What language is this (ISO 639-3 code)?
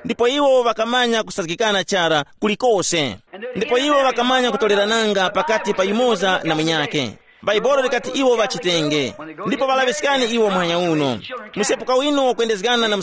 tum